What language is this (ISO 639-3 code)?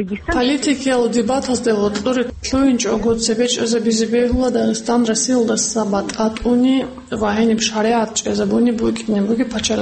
ava